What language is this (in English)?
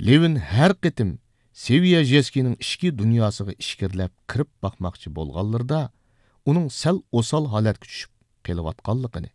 Uyghur